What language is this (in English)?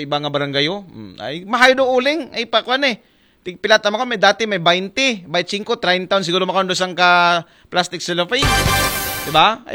Aklanon